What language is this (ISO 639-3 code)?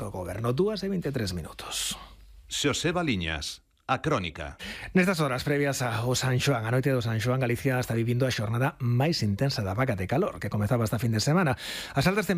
glg